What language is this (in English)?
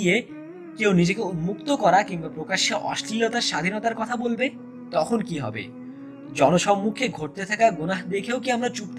Bangla